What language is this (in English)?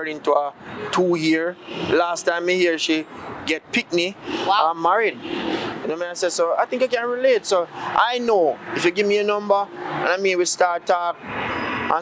Jamaican Creole English